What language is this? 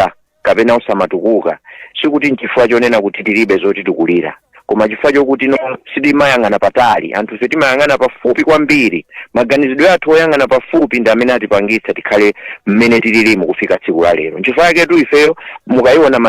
Nyanja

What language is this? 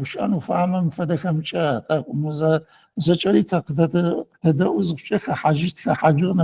Adyghe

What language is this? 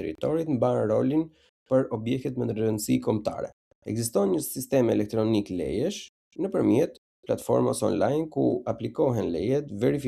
Albanian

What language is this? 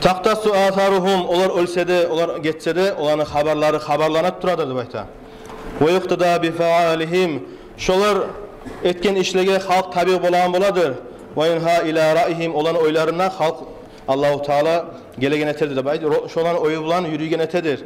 Kumyk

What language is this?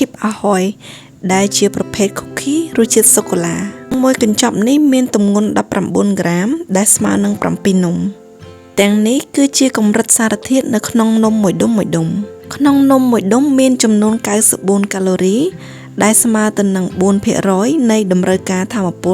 Khmer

